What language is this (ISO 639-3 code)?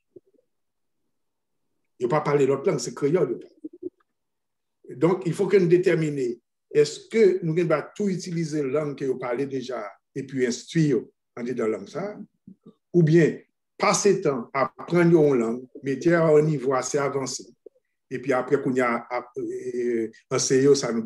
fra